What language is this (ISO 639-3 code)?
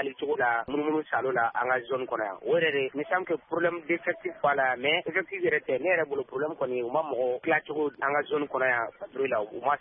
bam